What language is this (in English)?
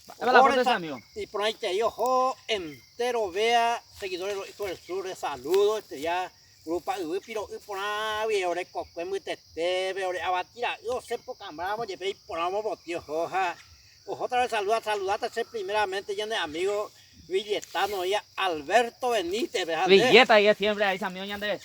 Guarani